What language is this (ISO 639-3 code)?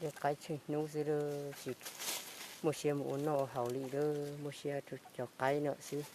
hmn